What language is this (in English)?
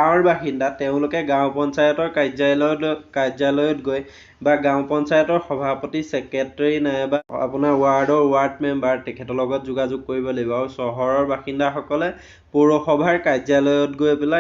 Assamese